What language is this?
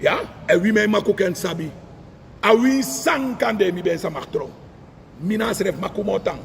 Sranan Tongo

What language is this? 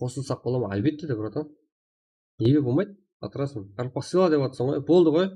Kara-Kalpak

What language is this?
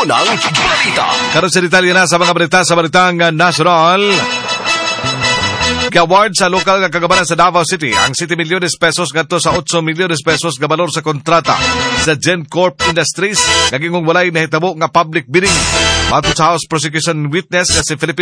Cebuano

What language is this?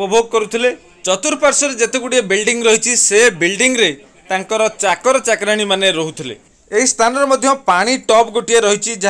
Odia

